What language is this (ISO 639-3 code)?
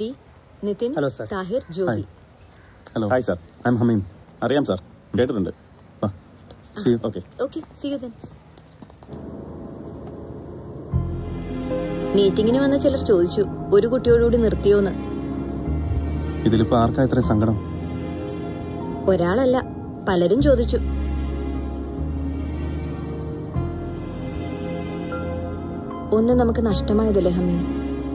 mal